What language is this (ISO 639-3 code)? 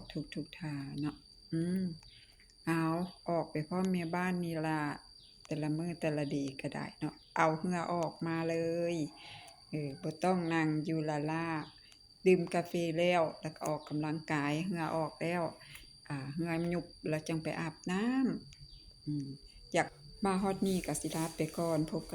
lao